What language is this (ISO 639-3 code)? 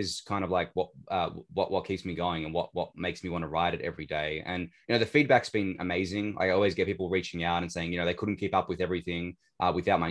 eng